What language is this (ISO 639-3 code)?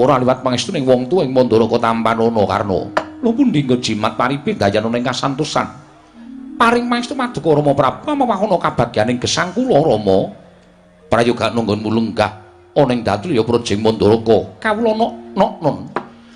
jav